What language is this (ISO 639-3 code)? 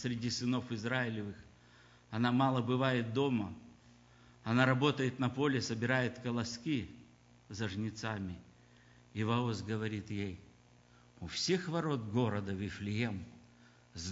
rus